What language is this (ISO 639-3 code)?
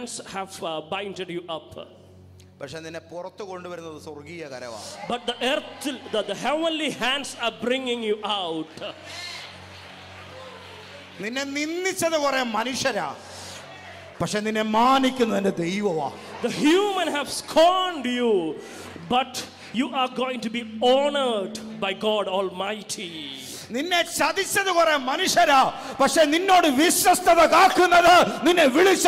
mal